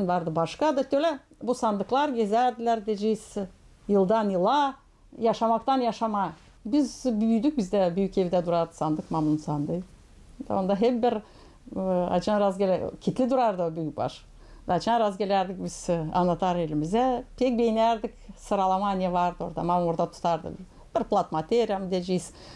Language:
Gagauz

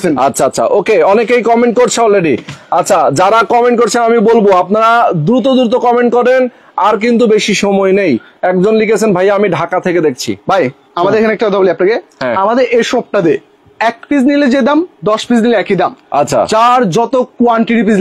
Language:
Bangla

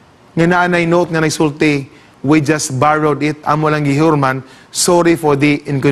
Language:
Cebuano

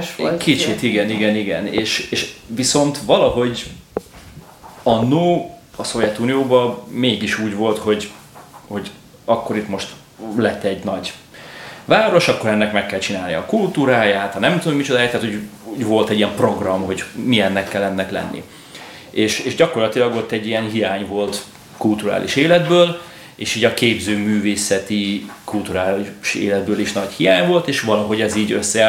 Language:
Hungarian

